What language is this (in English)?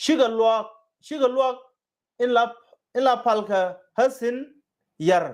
Nuer